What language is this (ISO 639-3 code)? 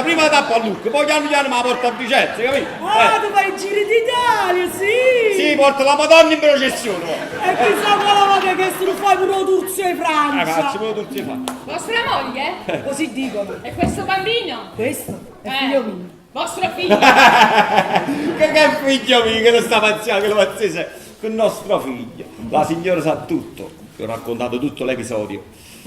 nap